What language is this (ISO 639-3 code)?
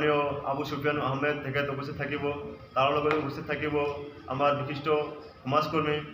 asm